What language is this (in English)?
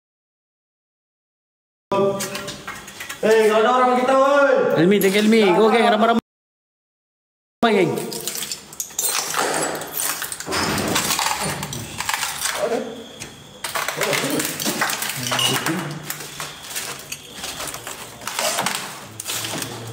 Malay